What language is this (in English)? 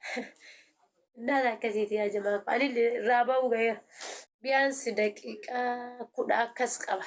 Oromo